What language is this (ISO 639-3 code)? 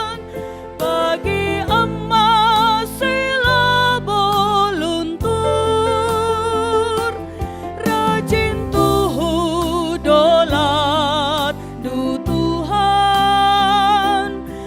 btx